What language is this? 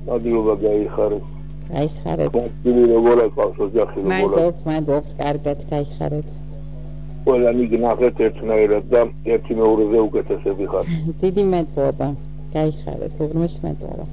Georgian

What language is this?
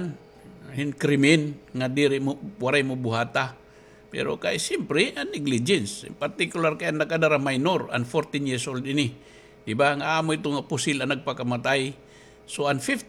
Waray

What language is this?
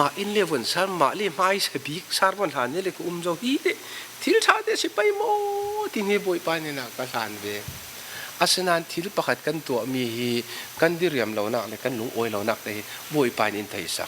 Falam Chin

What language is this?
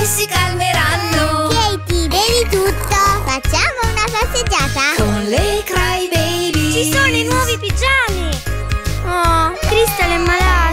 Italian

